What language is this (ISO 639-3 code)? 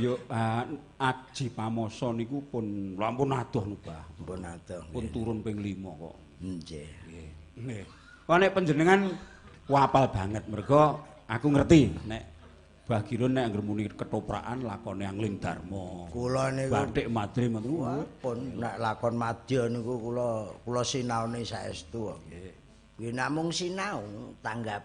jav